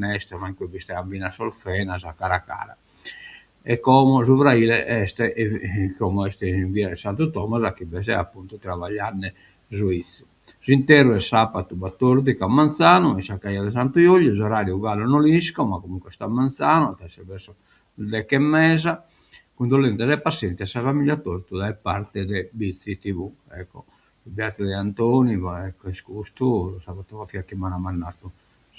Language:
Sardinian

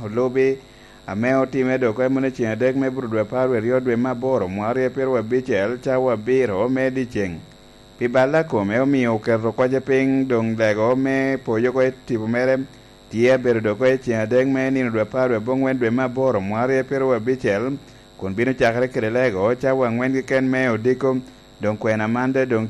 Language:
Lango (Uganda)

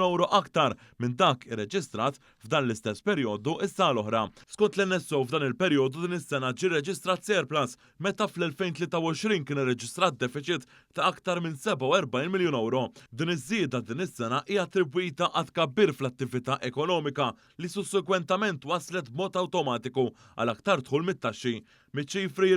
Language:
Maltese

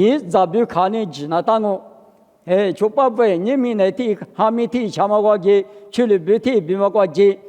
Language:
Lisu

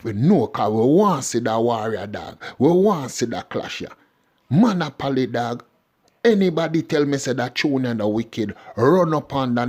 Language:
Jamaican Creole English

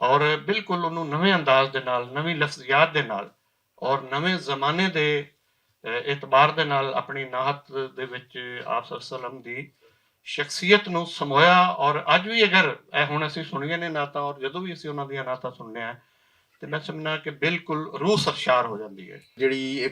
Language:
Western Panjabi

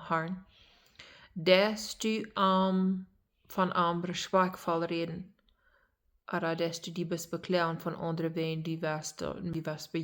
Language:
Plautdietsch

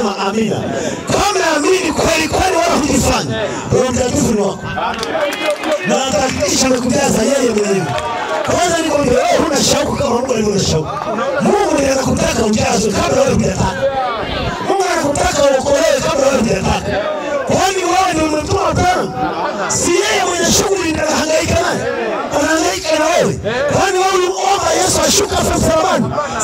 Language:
Swahili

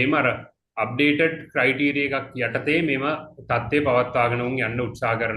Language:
Sinhala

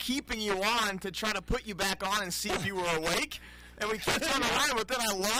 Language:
English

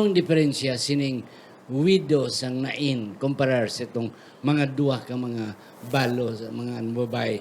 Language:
Hiligaynon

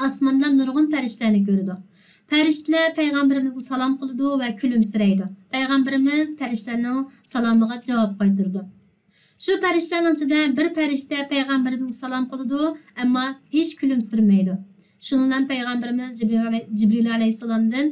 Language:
Uyghur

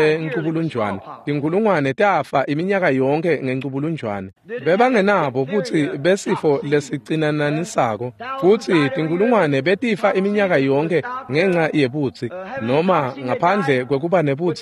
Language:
Swati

